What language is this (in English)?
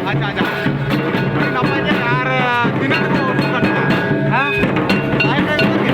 Santali